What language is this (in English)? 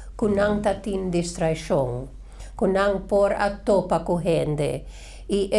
Papiamento